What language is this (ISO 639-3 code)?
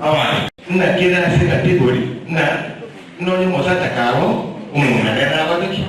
guz